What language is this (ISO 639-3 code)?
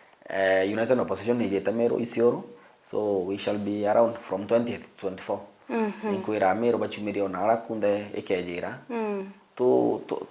mer